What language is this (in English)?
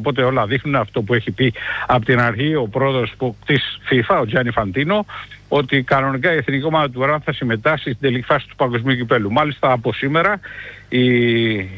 Greek